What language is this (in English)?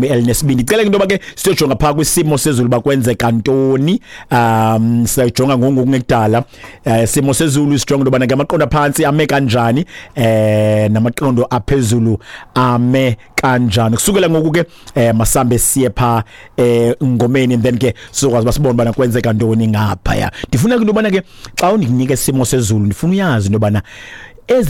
Xhosa